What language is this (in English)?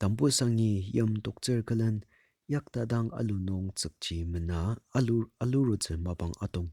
Ao Naga